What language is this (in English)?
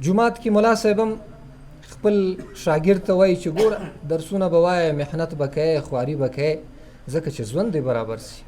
Pashto